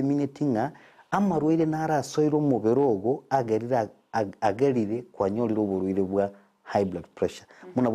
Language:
Gusii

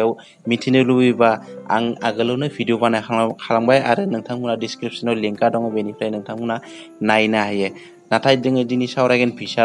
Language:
Bodo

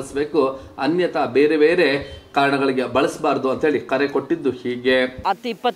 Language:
Kannada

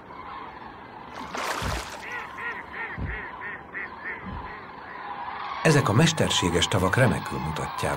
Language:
Hungarian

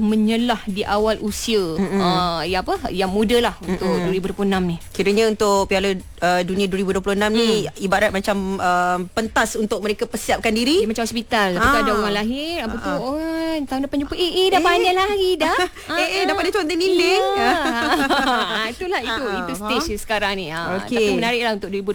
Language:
Malay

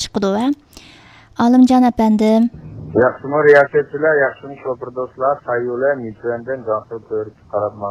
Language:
Uyghur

